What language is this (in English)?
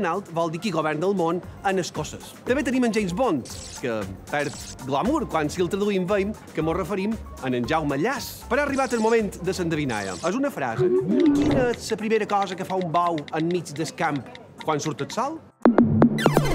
Catalan